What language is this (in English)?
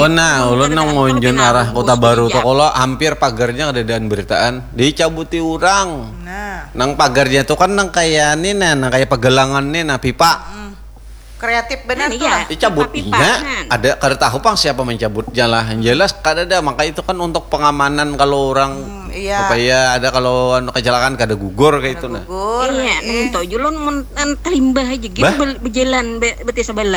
Banjar